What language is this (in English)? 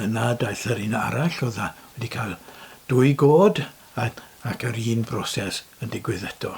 Welsh